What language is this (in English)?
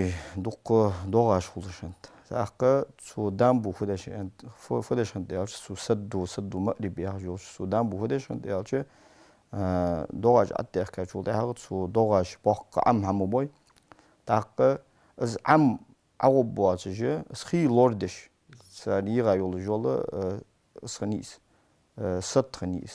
Ingush